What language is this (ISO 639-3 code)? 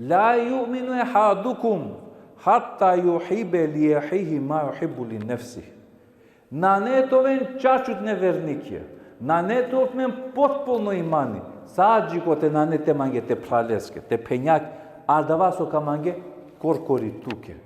rmn